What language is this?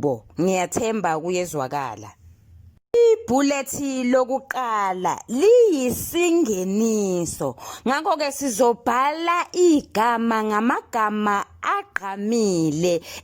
Zulu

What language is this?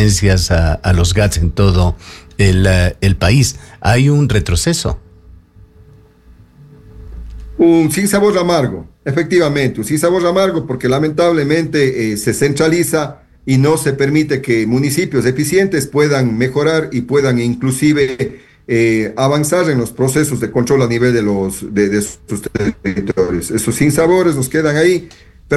Spanish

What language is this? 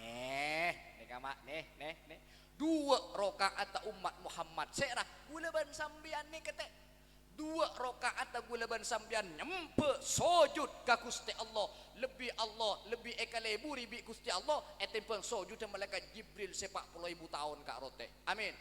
Madurese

